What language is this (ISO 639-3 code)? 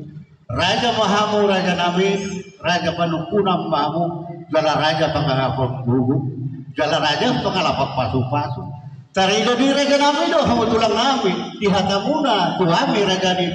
bbc